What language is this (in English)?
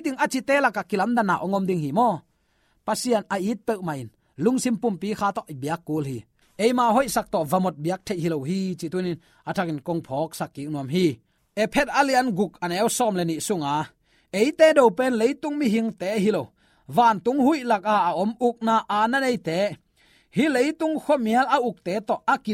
Tedim Chin